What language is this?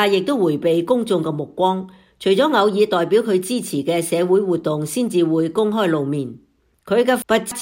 Cantonese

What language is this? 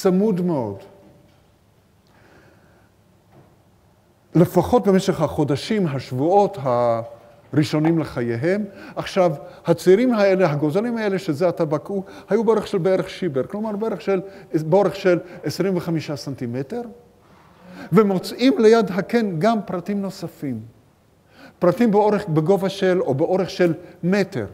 Hebrew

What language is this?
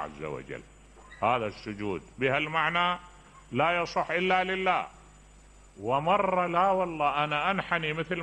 Mesopotamian Arabic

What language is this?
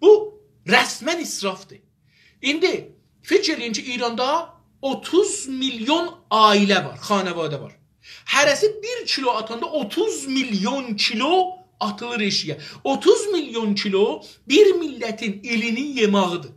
South Azerbaijani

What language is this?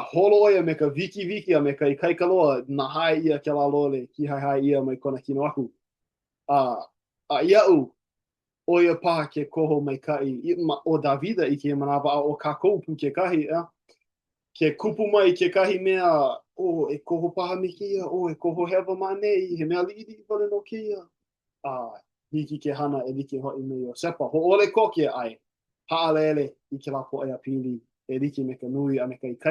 Hawaiian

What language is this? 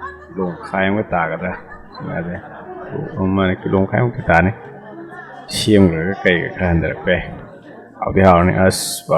Manipuri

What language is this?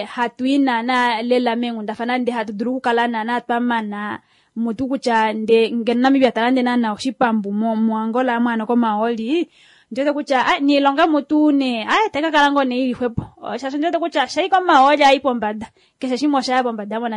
Kuanyama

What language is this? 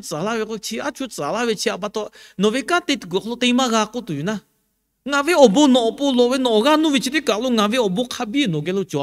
Lahu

